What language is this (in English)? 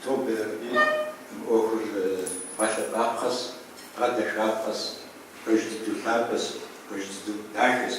Kabardian